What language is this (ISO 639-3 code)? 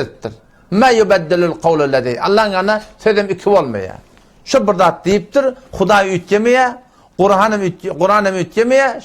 tuk